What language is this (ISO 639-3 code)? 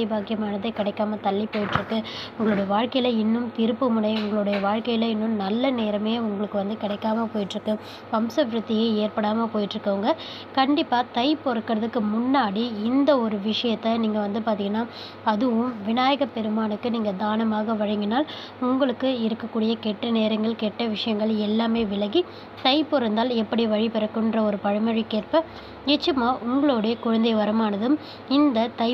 tam